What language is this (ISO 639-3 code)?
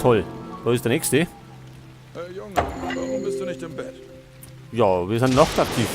bar